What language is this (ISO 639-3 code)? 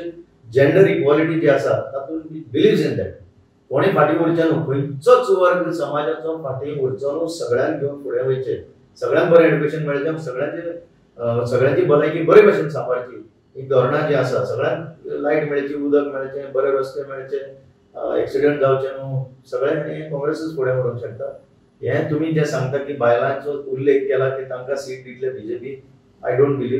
kok